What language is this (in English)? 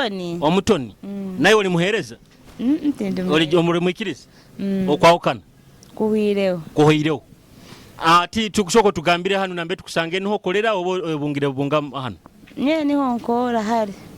Nyoro